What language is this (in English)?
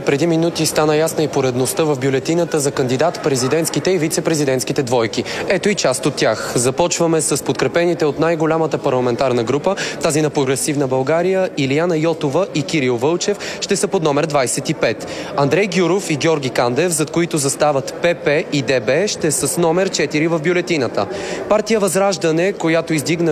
Bulgarian